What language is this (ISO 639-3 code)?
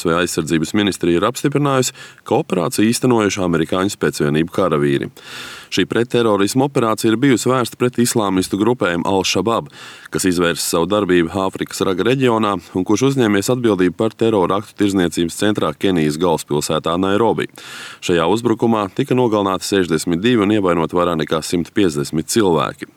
lav